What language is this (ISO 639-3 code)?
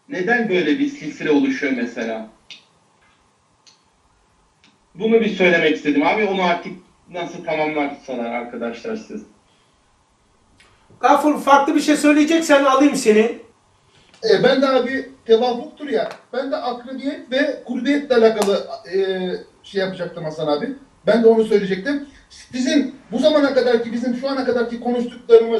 tur